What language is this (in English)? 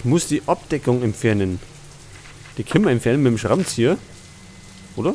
Bavarian